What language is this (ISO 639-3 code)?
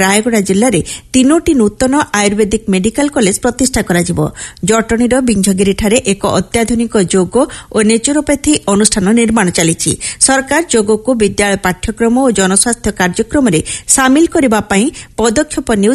ori